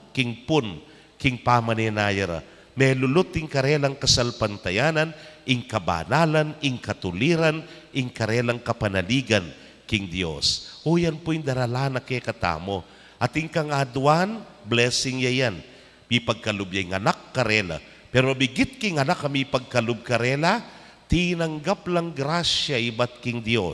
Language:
Pampanga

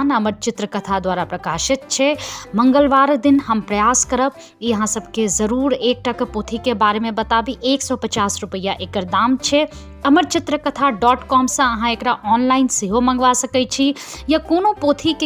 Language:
Maithili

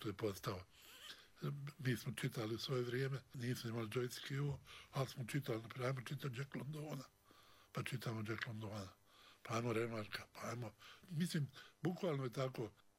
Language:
Bosnian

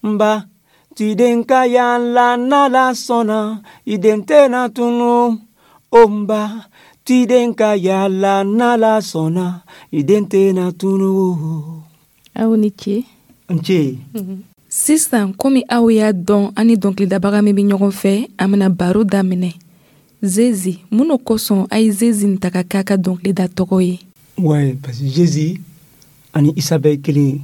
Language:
Dyula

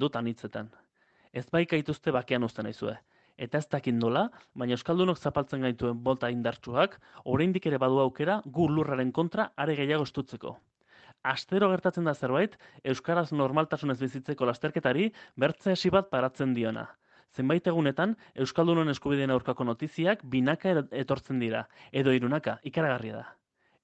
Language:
Basque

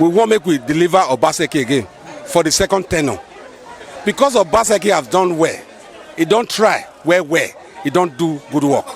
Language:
Nigerian Pidgin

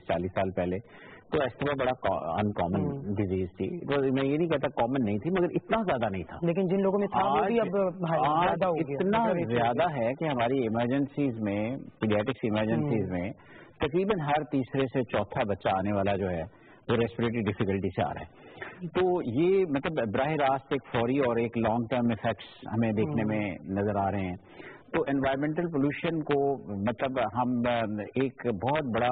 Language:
Urdu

